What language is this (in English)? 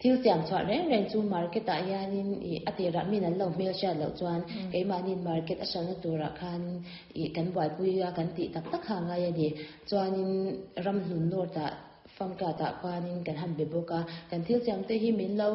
Mizo